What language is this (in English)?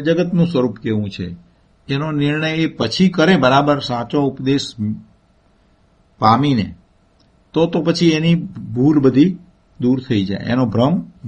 Gujarati